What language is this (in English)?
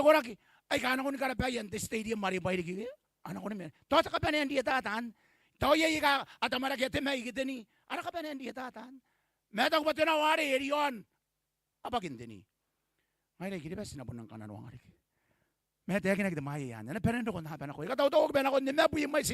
Gilbertese